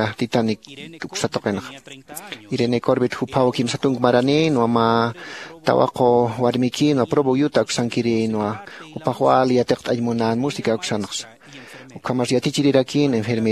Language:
Aymara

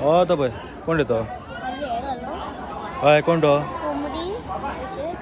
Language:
Konkani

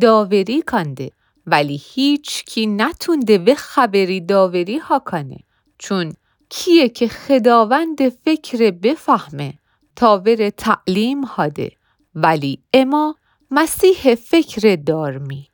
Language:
Gilaki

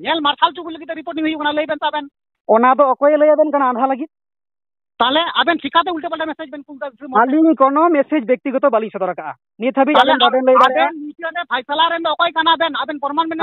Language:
Santali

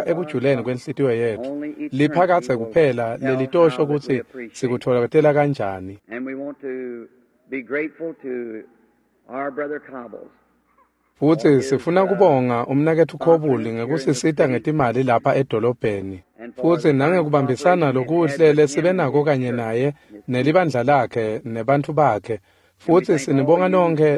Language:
Swati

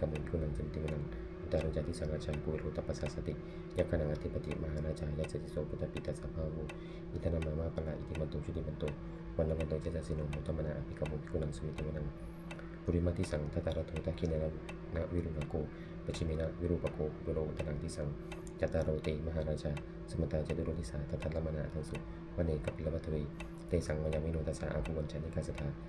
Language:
Pali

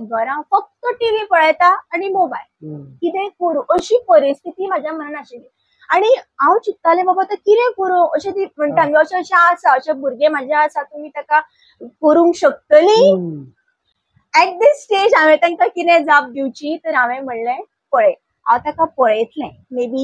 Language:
Konkani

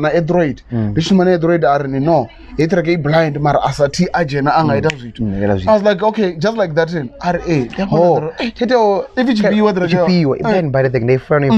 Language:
Venda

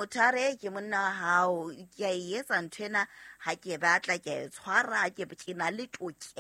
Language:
Southern Sotho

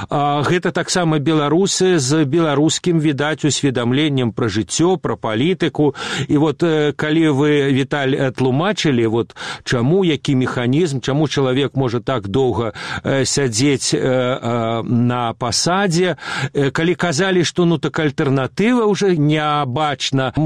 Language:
Belarusian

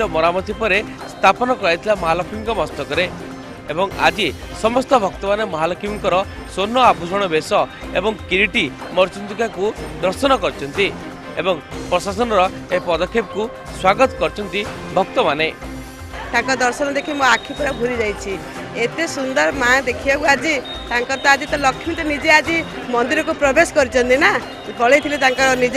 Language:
Odia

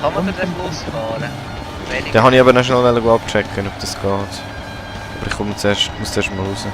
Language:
Swiss German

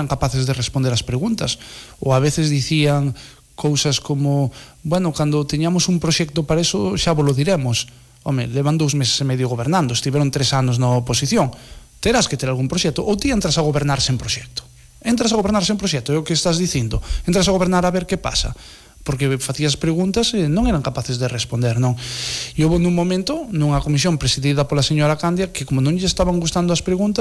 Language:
Galician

